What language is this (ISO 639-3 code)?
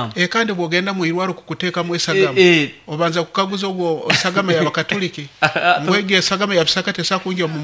nyo